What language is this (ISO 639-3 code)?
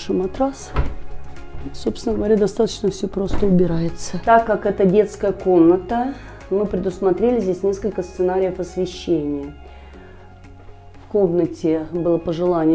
rus